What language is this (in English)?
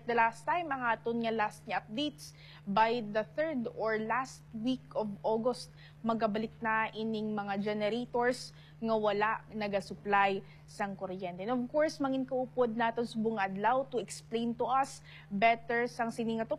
Hiligaynon